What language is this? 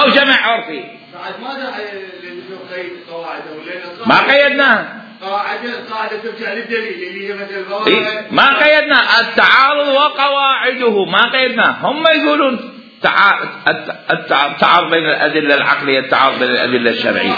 Mesopotamian Arabic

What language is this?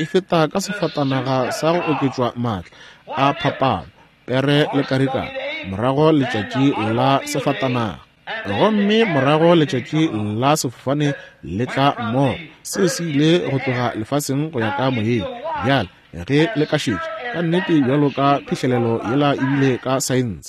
Northern Sotho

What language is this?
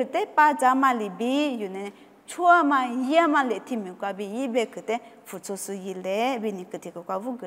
Lisu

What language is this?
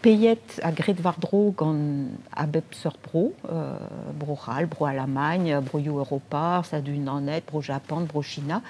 Breton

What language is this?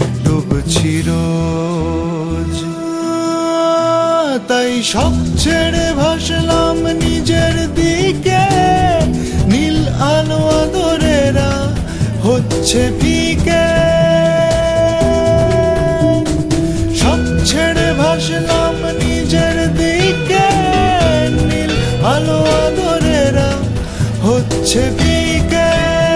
Bangla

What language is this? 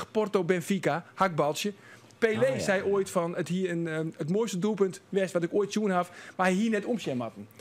Western Frisian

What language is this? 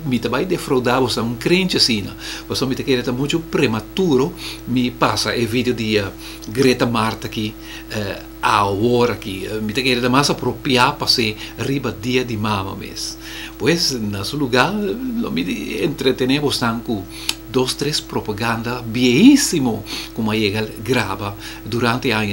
Papiamento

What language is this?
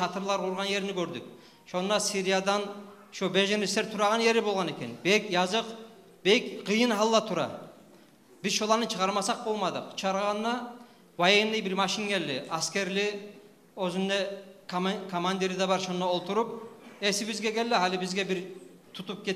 Kumyk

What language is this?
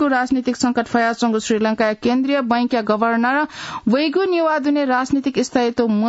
Newari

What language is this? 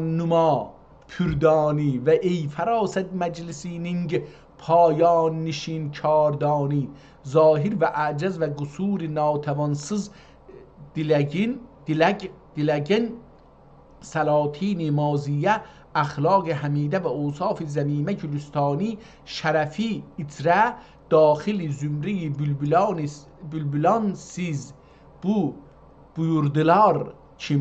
South Azerbaijani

